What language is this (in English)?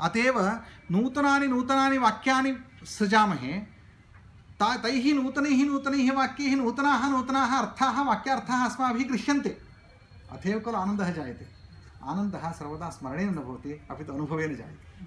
Sanskrit